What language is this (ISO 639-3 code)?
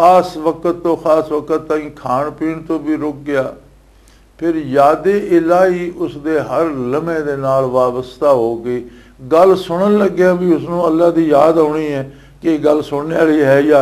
lah